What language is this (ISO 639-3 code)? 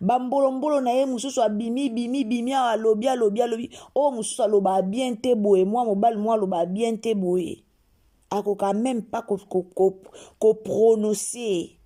lin